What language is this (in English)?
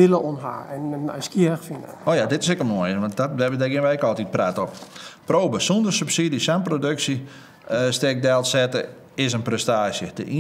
Western Frisian